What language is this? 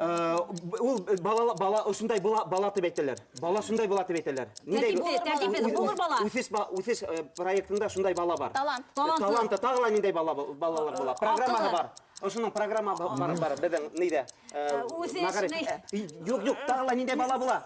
Bashkir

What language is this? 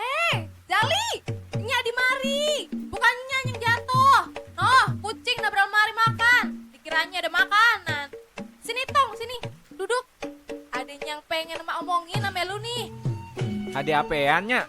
Betawi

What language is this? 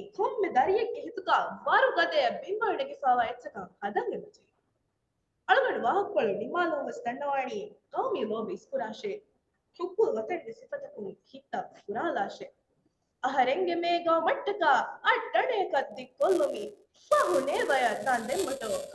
Divehi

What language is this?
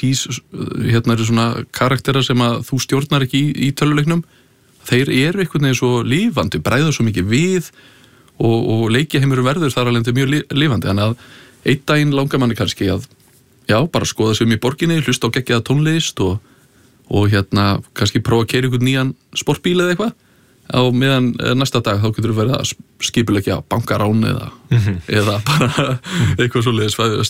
Icelandic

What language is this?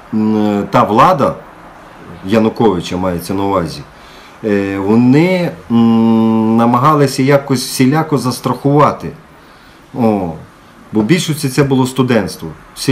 Ukrainian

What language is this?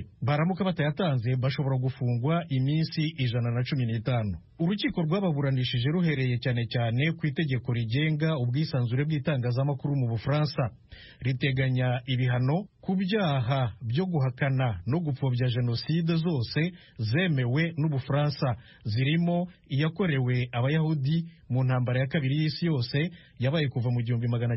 Kinyarwanda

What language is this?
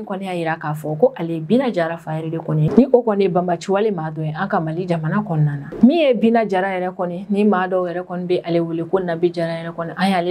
Bambara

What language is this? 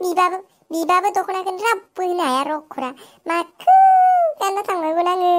Bodo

